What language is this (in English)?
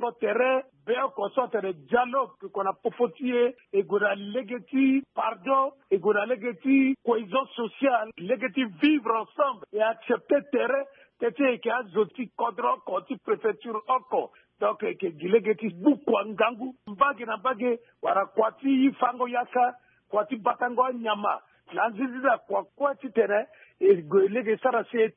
Sango